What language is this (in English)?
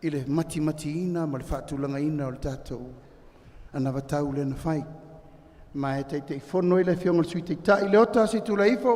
Samoan